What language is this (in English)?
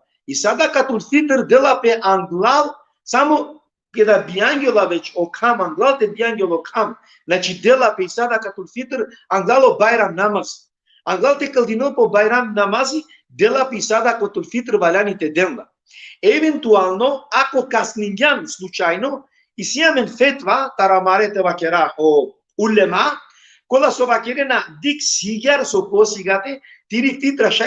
Balkan Romani